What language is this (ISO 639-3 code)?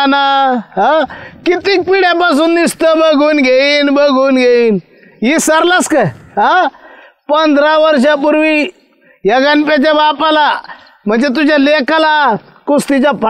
mar